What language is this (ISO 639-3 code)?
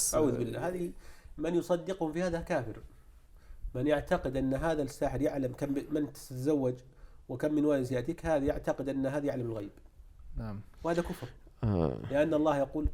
krc